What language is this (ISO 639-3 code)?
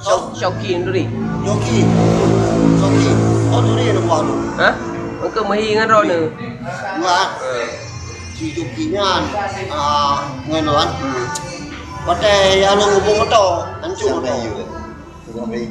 ace